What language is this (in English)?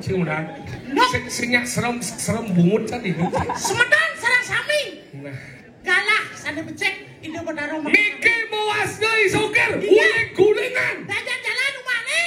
Balinese